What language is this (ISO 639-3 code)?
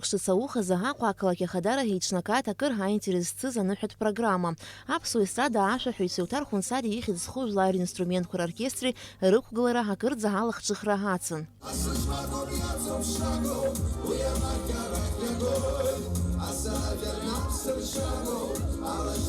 abk